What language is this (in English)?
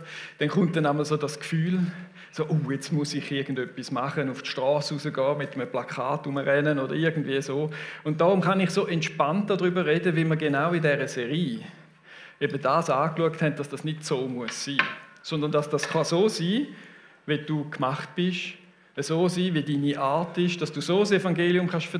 Swiss German